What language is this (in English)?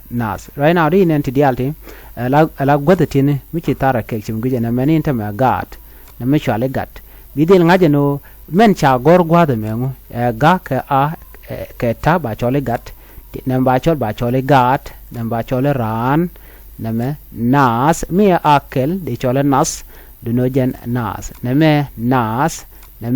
Nuer